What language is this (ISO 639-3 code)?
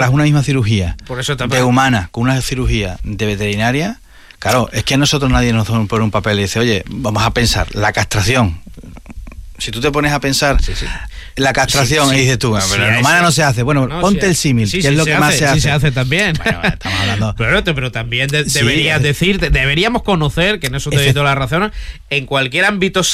spa